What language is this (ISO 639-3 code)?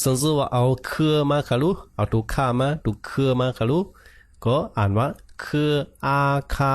shn